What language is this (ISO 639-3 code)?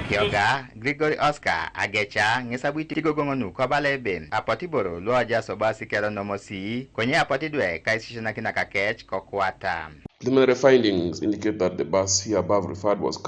teo